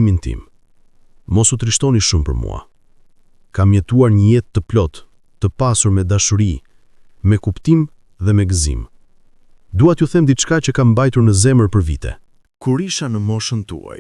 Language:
Albanian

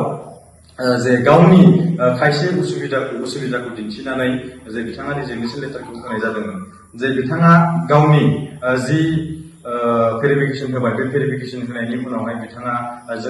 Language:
Bodo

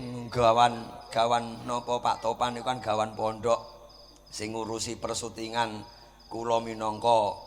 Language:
Javanese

